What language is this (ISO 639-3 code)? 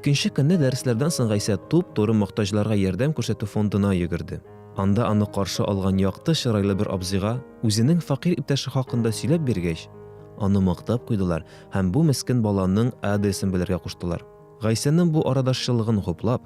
tat